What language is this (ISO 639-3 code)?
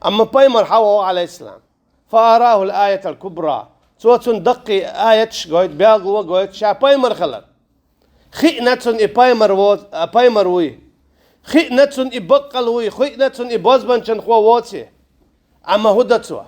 che